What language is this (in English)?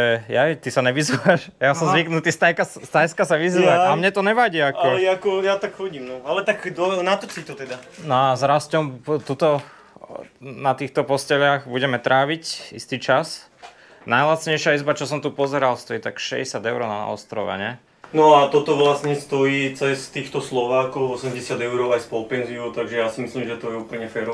Slovak